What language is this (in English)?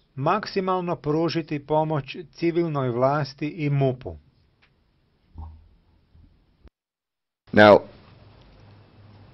Croatian